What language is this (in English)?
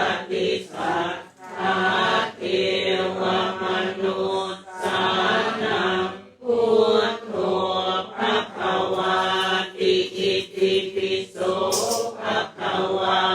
Pali